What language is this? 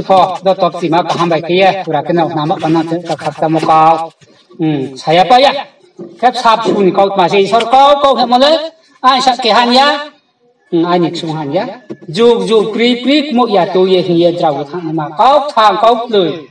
Riang (India)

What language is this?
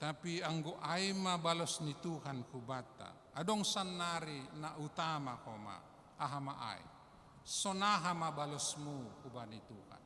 Batak Simalungun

